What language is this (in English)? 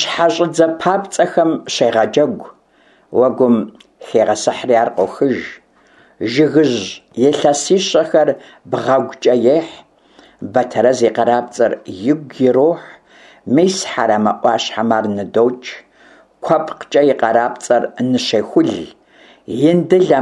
Kabardian